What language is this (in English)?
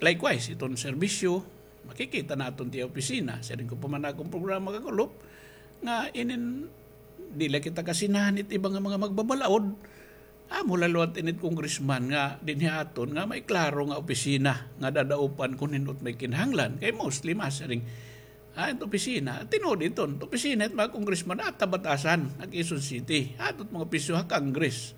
Waray